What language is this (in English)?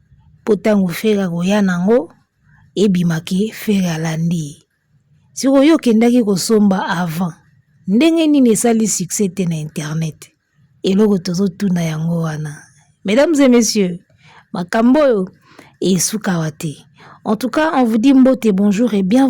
Lingala